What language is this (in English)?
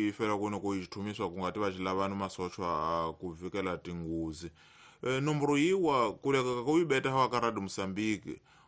Tsonga